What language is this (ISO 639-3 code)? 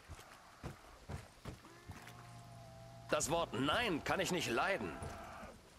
deu